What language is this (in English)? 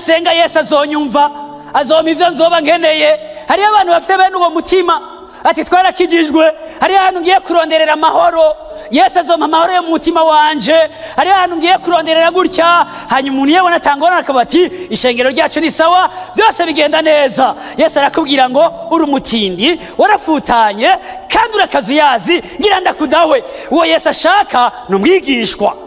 Rundi